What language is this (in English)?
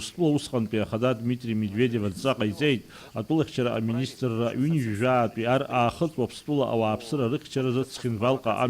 Abkhazian